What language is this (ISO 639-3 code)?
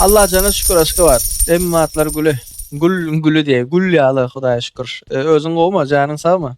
tuk